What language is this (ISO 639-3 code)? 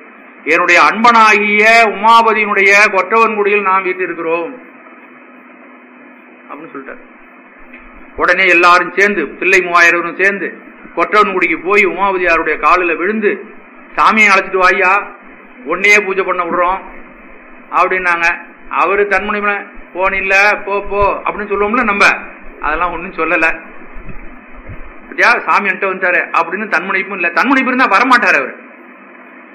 tam